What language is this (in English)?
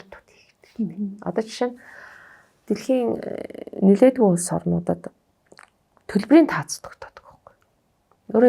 Mongolian